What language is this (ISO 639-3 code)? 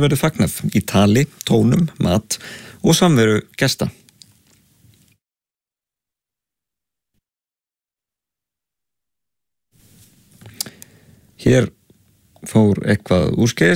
isl